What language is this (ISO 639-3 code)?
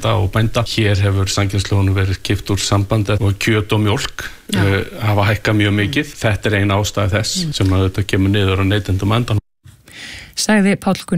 isl